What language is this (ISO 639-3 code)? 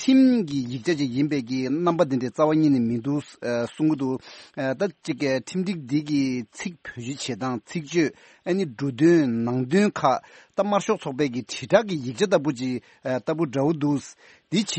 bod